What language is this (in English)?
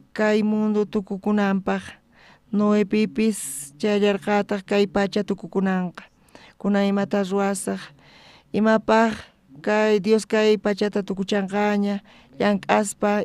South Bolivian Quechua